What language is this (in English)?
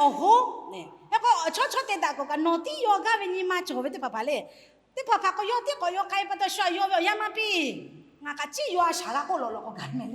Lahu